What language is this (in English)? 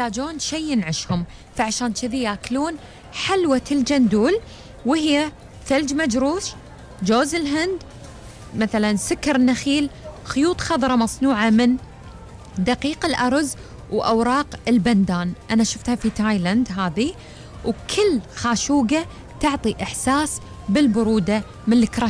Gulf Arabic